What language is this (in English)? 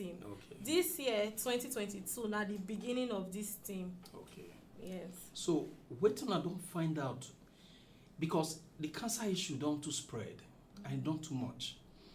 Nigerian Pidgin